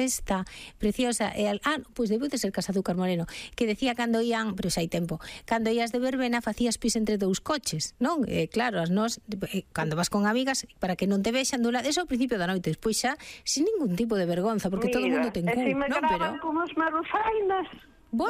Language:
Galician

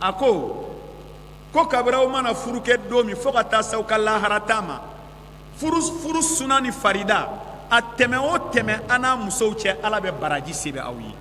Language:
Bambara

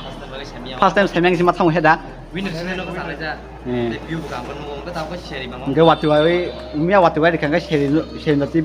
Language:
Kok Borok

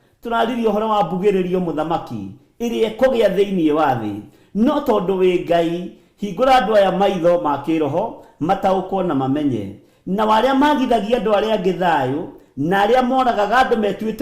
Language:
Kikuyu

